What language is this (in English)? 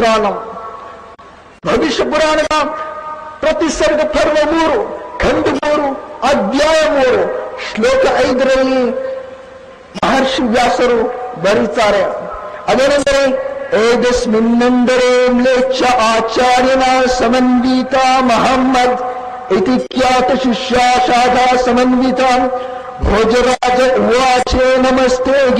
Kannada